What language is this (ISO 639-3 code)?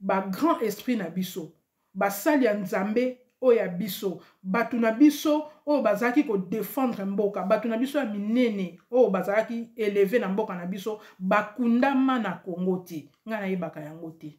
lin